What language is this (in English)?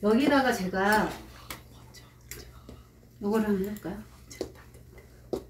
Korean